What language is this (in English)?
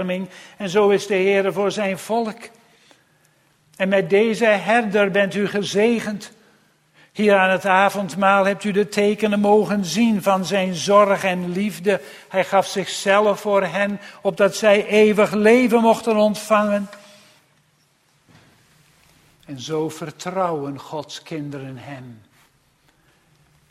Dutch